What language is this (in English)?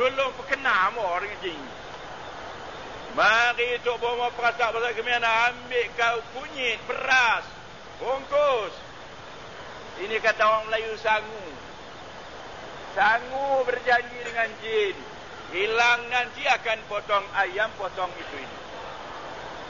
Malay